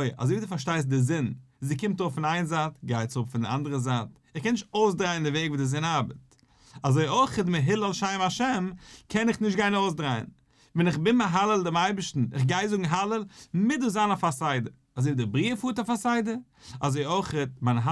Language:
Yiddish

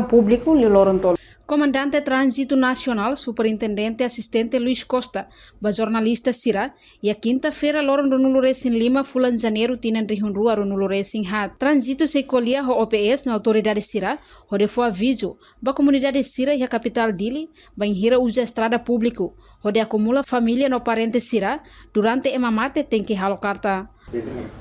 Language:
Tetum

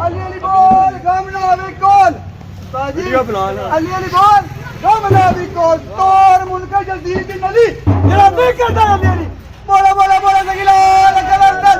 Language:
Pahari-Potwari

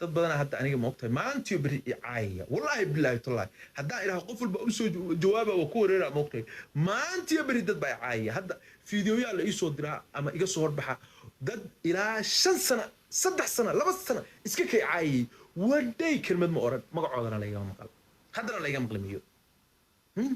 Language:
Somali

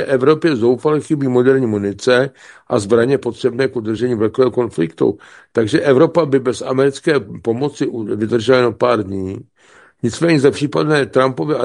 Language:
Czech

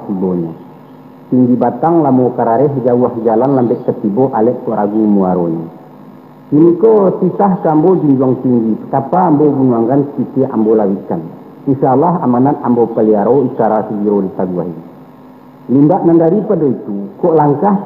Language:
Minangkabau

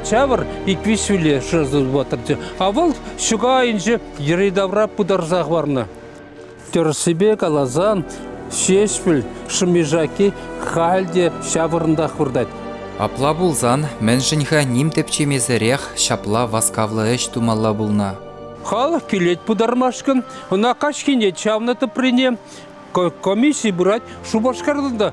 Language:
Chuvash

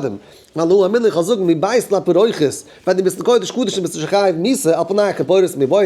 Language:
Yiddish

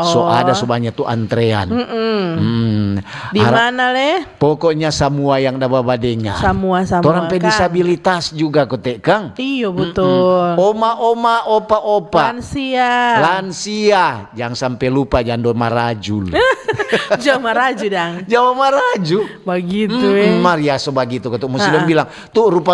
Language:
Manado Malay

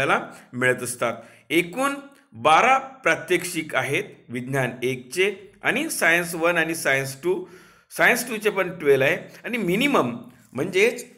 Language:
Marathi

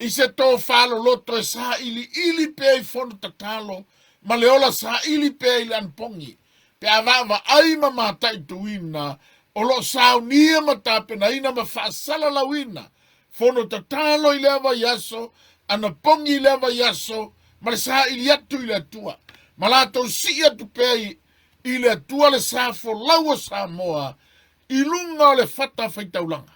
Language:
Samoan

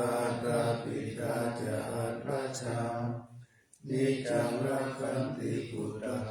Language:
Pali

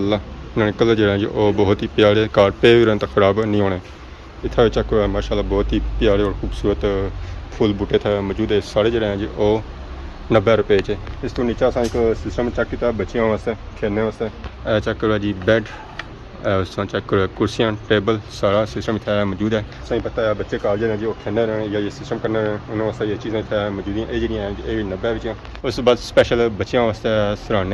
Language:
Pahari-Potwari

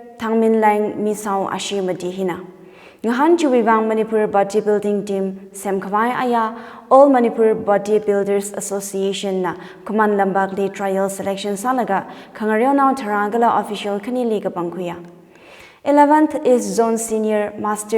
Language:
Tangkhul Naga (India)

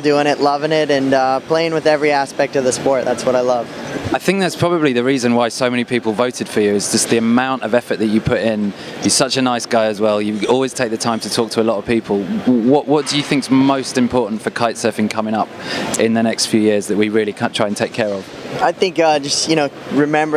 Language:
English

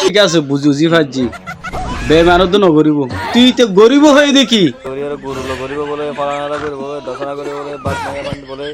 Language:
Rohingya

